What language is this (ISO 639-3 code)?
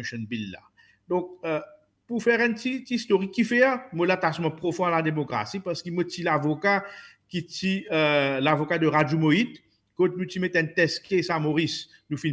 mfe